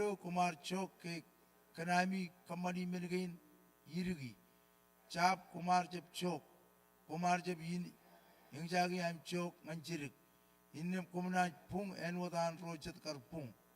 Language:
Marshallese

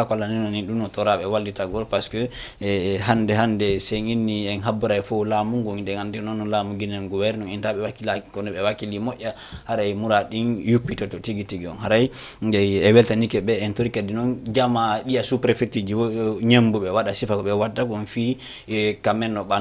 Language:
Fula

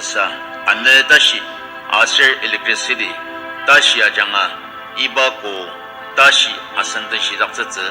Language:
Ao Naga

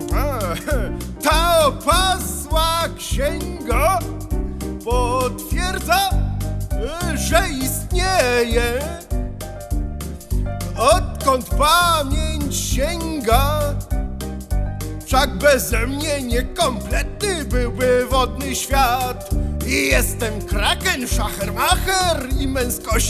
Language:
Polish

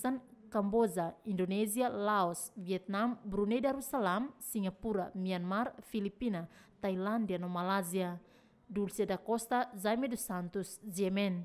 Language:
Tetum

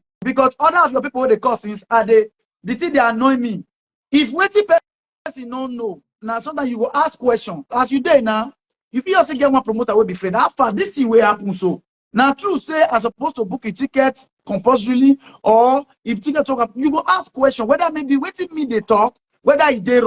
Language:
Nigerian Pidgin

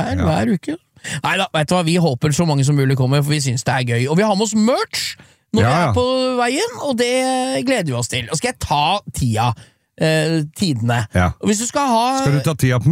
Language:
Norwegian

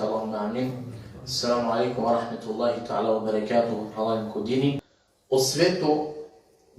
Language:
Balkan Romani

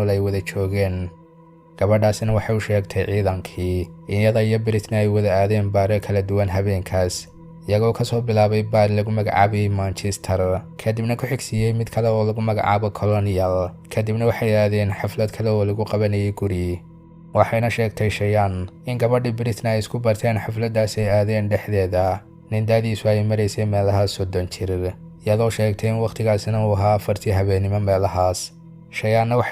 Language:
Somali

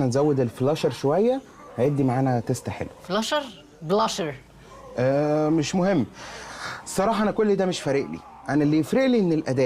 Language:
Egyptian Arabic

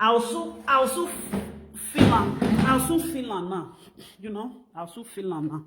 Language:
Nigerian Pidgin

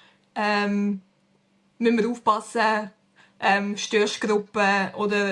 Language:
Swiss German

